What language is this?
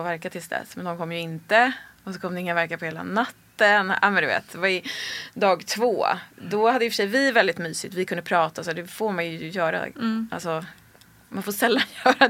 Swedish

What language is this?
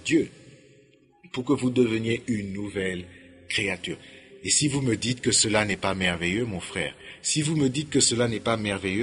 French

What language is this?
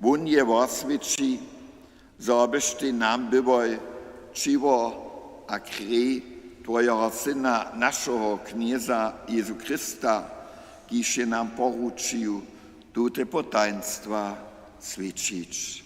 Upper Sorbian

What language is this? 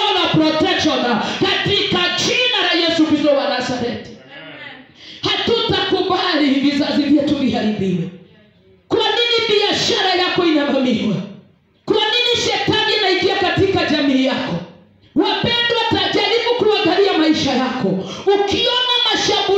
Swahili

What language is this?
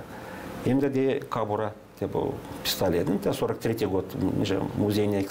Gagauz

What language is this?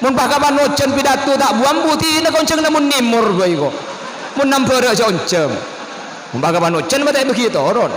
Madurese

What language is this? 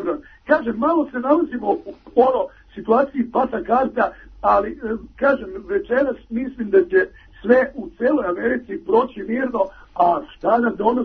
Serbian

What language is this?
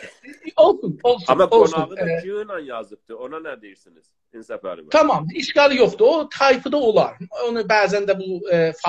South Azerbaijani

